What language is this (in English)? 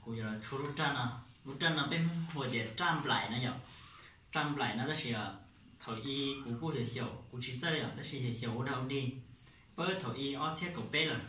Hmong